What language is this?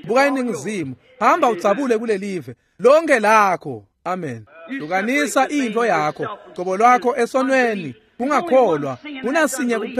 Swati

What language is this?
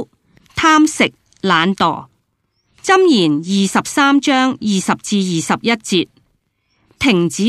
Cantonese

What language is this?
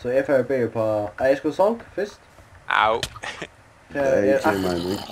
Faroese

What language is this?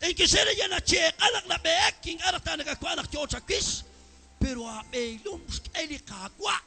Kekchí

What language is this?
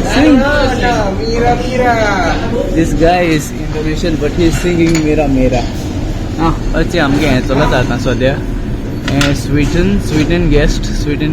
Konkani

